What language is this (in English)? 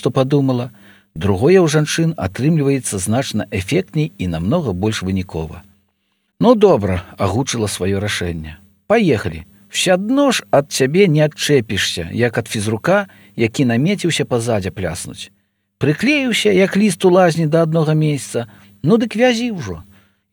Belarusian